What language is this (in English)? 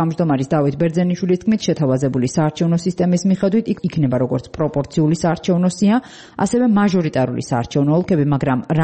Georgian